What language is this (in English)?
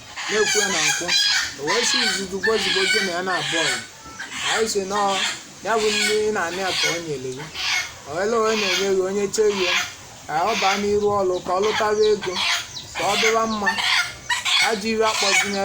Igbo